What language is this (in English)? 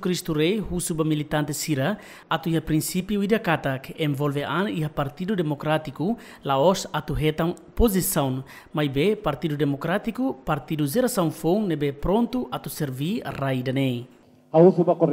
Tetum